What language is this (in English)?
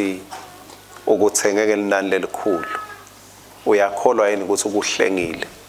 Swati